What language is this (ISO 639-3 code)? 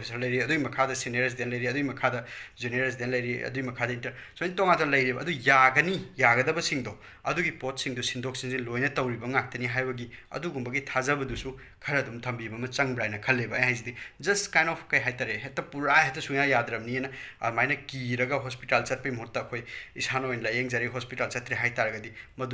mni